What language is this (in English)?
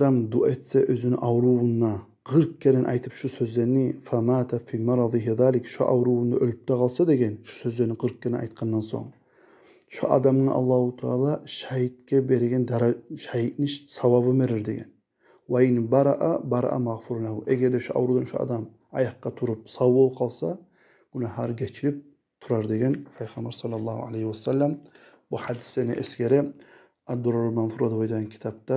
Kumyk